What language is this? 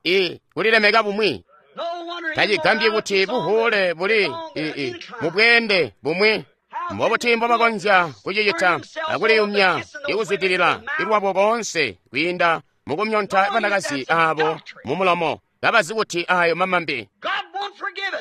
Tonga (Zambia)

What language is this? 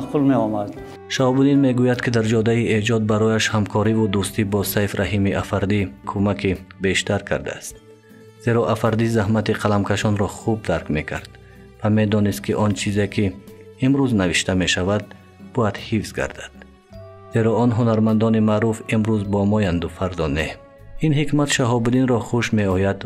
Tajik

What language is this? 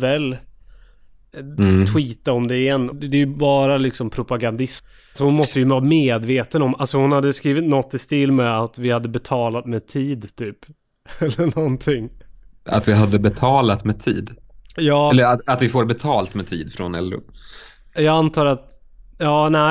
Swedish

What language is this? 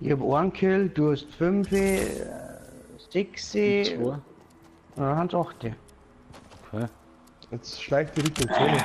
Bavarian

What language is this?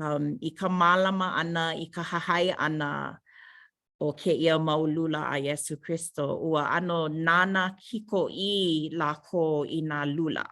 Hawaiian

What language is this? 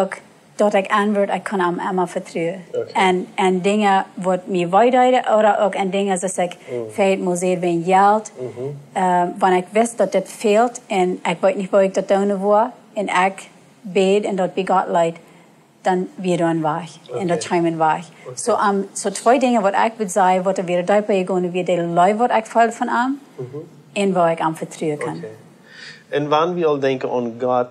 Plautdietsch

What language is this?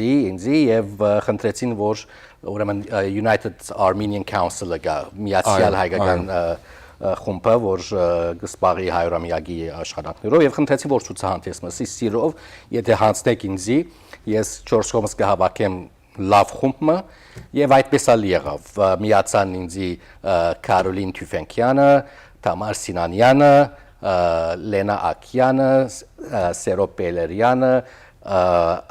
Western Armenian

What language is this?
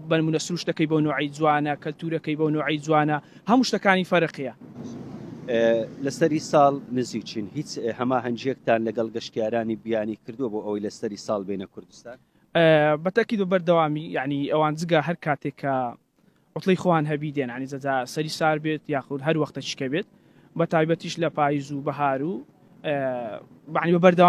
Central Kurdish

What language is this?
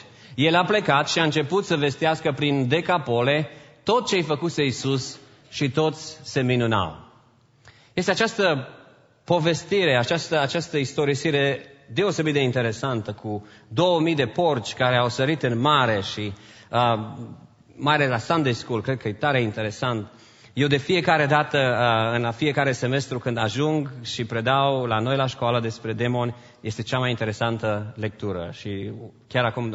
Romanian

